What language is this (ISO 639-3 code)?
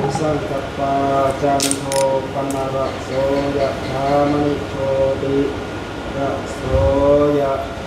tts